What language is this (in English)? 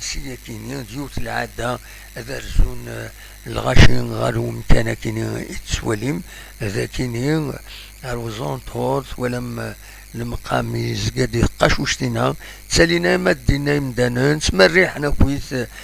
Kabyle